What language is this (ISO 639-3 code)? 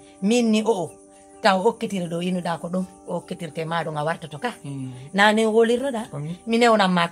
ful